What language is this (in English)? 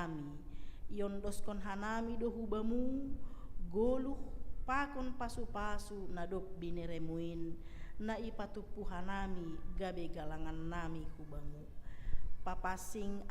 Batak Simalungun